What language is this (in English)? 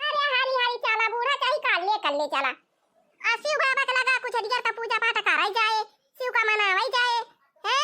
Awadhi